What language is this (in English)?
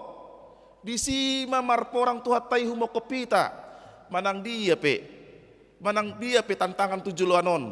Batak Toba